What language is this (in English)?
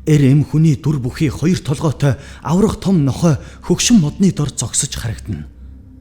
Mongolian